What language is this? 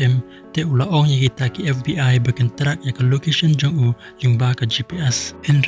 Khasi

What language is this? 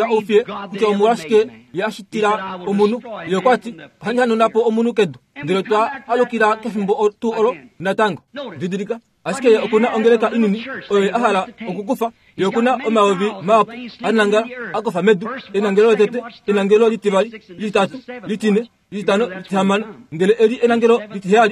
Kuanyama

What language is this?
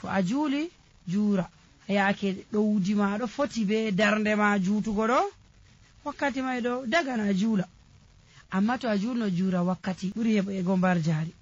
Nigerian Fulfulde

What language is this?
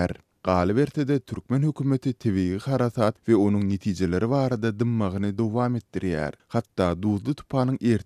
Turkmen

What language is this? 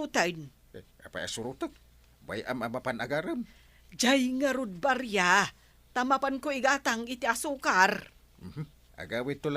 Iloko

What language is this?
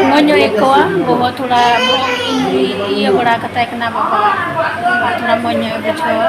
Santali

